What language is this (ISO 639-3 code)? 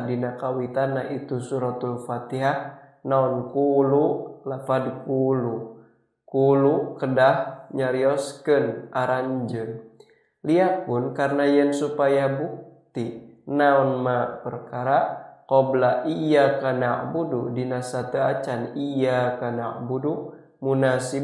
sun